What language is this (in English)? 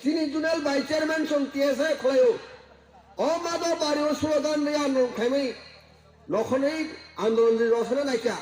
Kok Borok